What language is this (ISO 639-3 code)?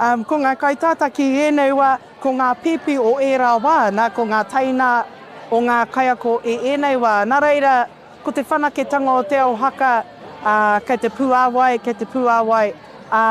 mri